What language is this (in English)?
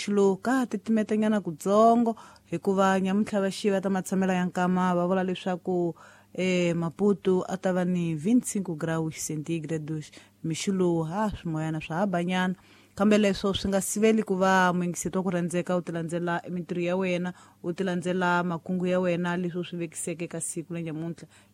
Tsonga